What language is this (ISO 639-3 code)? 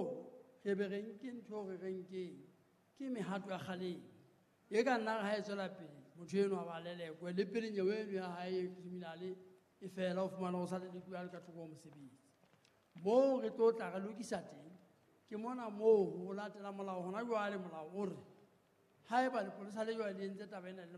sot